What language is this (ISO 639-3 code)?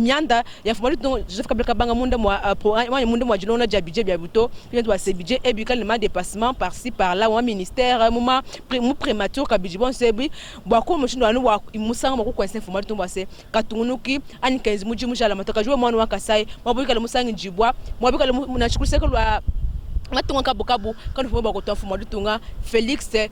lua